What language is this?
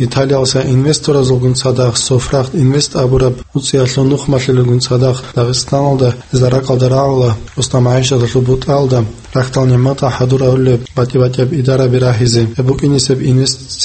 Avaric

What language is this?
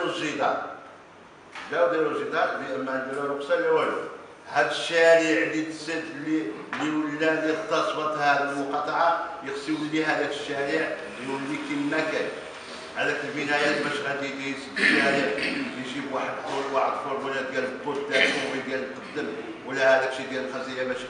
Moroccan Arabic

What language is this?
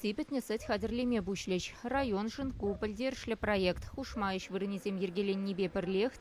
Chuvash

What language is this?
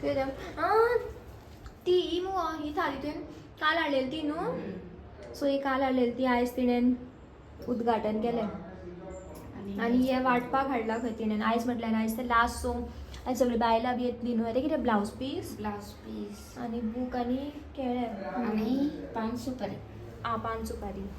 Konkani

